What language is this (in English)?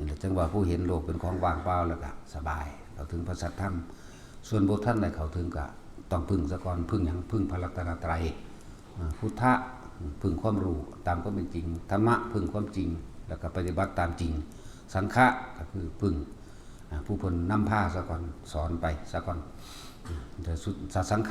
Northeastern Thai